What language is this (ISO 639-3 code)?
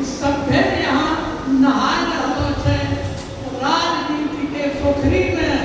anp